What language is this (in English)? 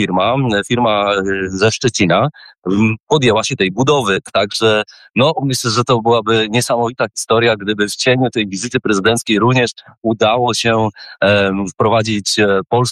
Polish